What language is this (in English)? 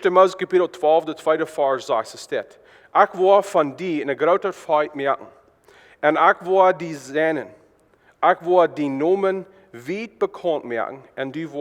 Plautdietsch